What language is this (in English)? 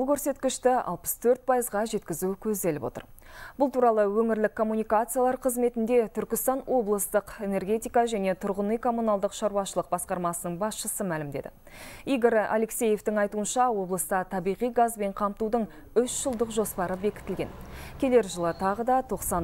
Kazakh